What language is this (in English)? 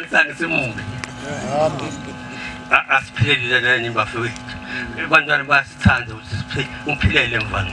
Zulu